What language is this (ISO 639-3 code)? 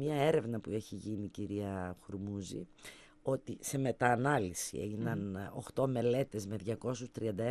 ell